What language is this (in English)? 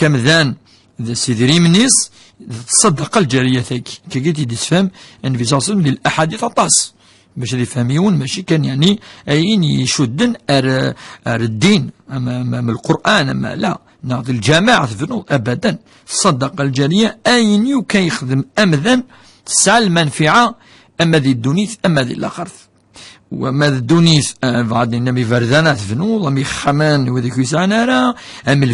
Kabyle